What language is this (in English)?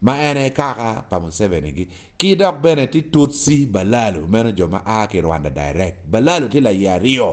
Acoli